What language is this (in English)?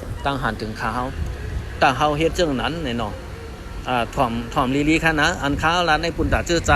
Shan